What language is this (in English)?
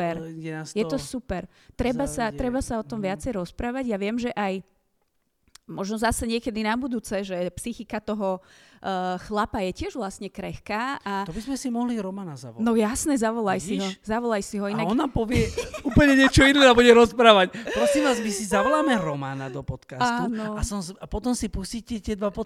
Slovak